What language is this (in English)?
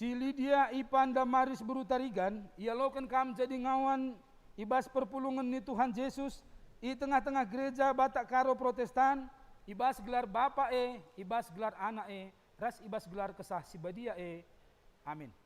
Batak Karo